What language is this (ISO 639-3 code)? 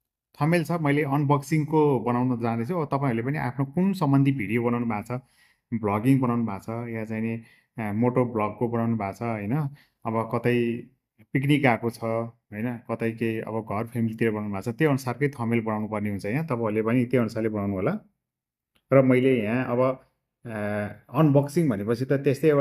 nep